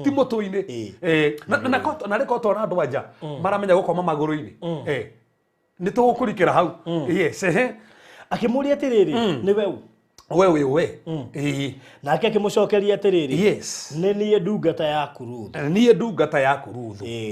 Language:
Kikuyu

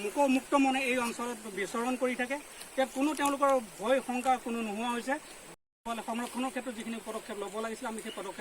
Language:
Assamese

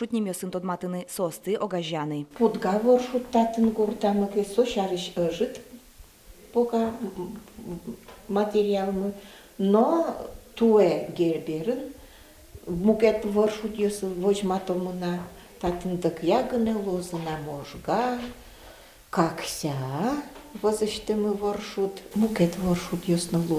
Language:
Udmurt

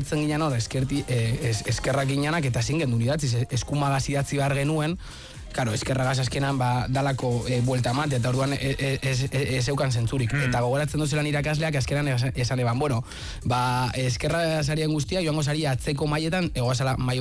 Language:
Basque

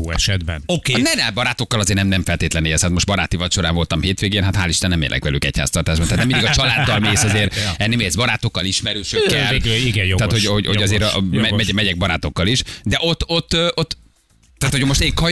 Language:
Hungarian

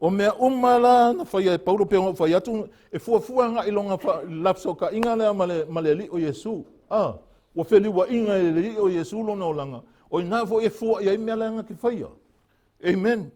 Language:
Samoan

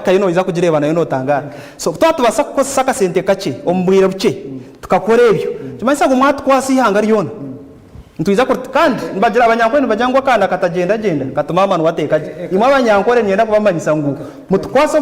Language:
Nyankole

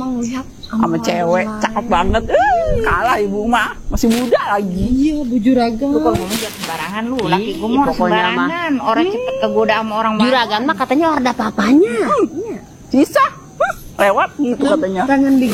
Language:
Betawi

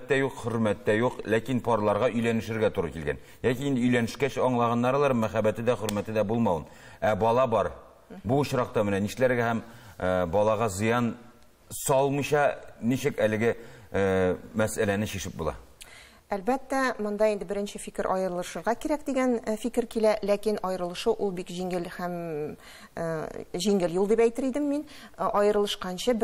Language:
Tatar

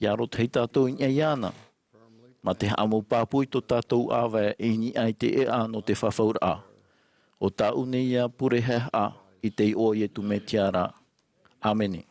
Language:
Tahitian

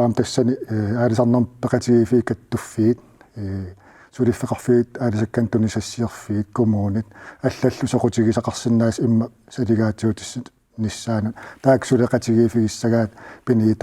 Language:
Kalaallisut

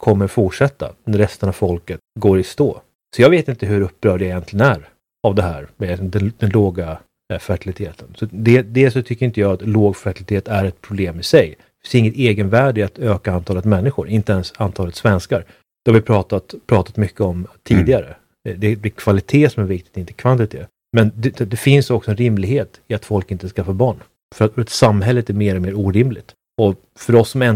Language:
Swedish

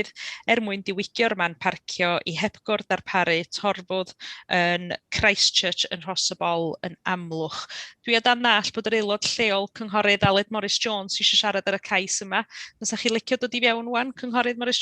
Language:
Welsh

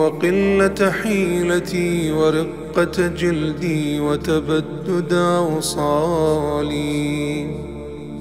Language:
Arabic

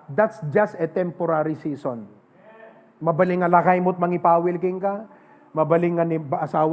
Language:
Iloko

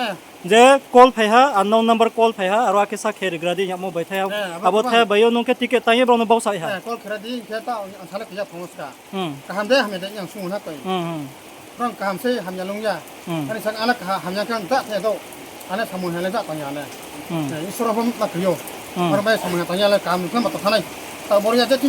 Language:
Riang (India)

